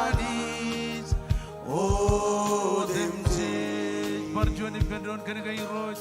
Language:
Marshallese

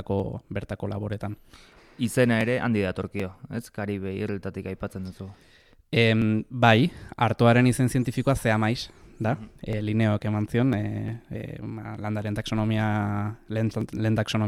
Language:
Basque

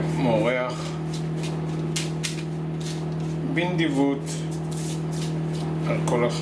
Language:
Hebrew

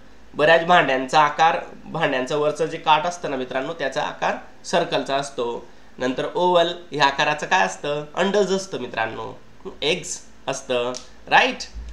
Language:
Marathi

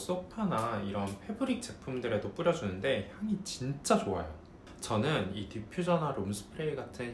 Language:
Korean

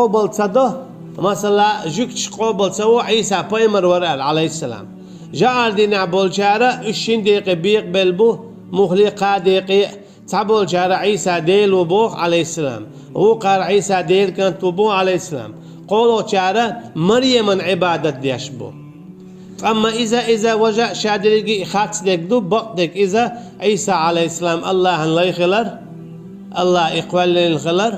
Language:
Chechen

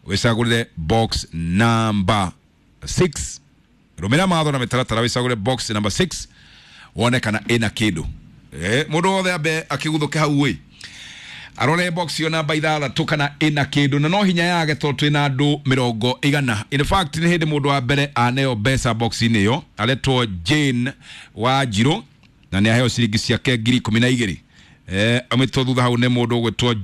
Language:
Kikuyu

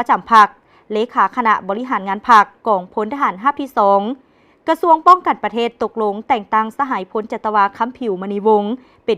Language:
Lao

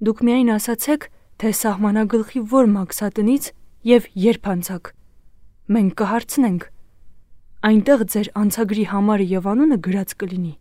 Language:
Armenian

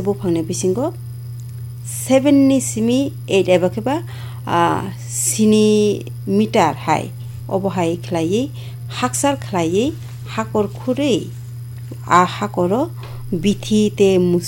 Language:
Kok Borok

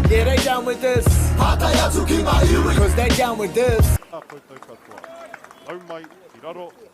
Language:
Māori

